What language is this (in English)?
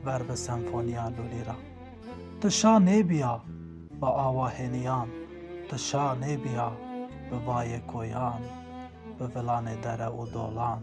Zaza